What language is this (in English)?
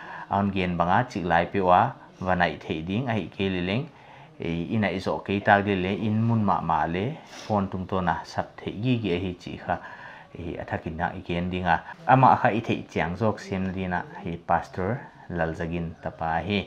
Paite Chin